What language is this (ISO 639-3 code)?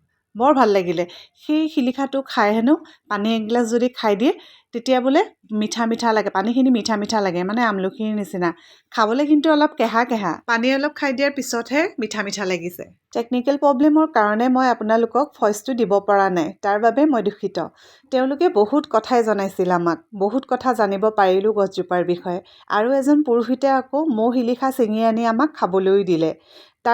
asm